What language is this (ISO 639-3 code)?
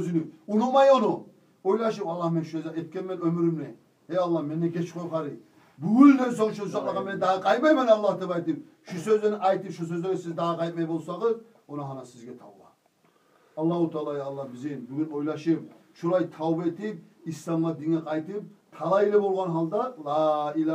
kum